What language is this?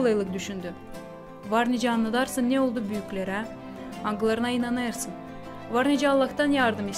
Gagauz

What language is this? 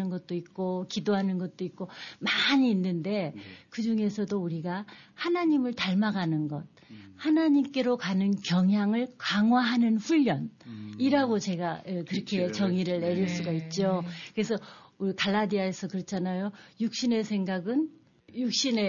Korean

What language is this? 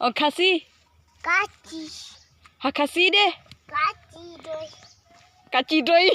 Khasi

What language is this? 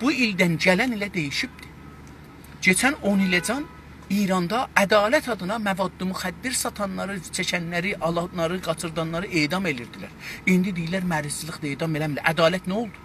South Azerbaijani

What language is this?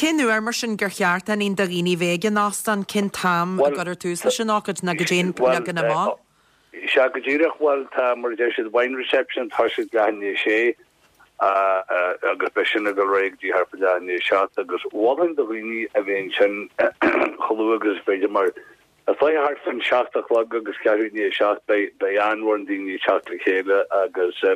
Irish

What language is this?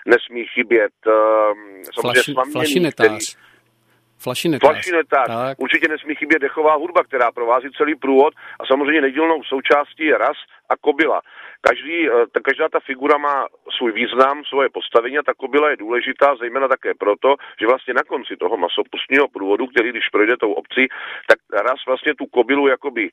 Czech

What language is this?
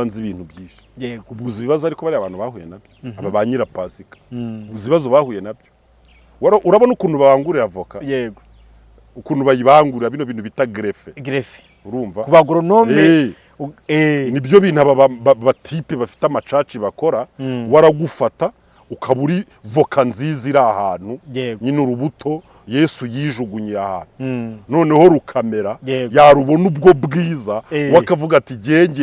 Kinyarwanda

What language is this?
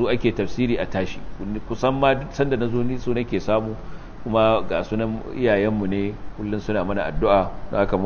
Hausa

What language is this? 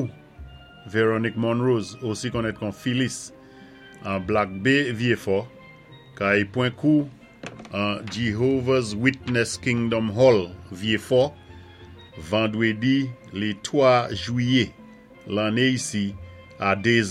Saint Lucian Creole French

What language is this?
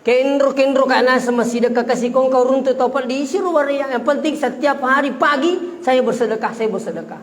Buginese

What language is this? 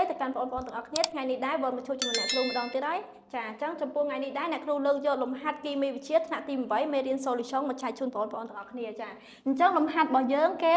Khmer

